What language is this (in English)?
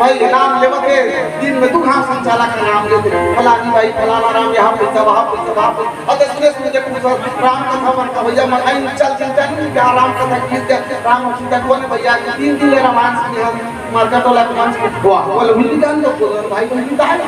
Chhattisgarhi